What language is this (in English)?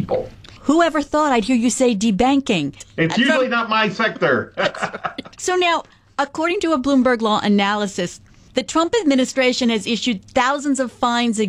English